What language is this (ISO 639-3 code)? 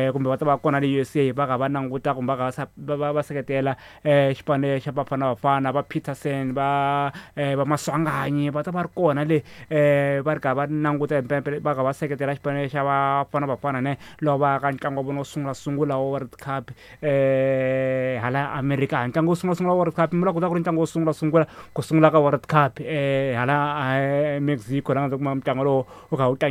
tso